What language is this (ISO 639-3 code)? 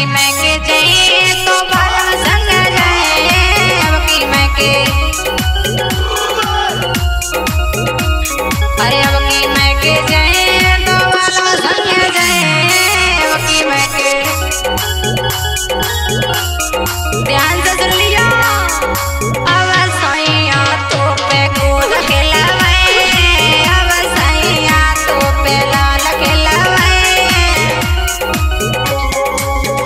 bho